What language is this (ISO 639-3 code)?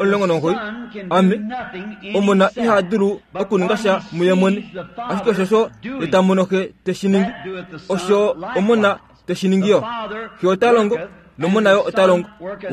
kua